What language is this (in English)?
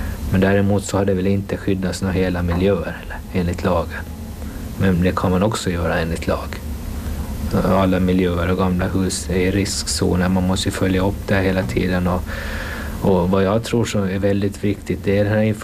Swedish